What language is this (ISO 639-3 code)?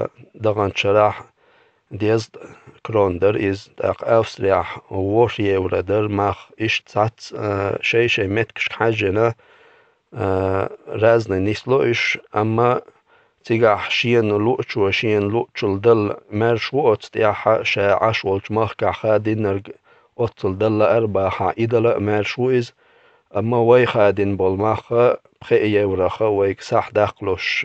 che